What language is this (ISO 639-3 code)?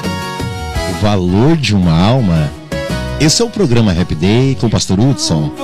por